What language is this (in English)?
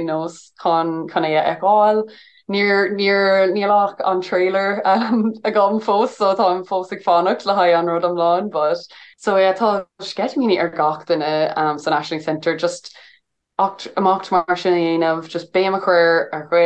Irish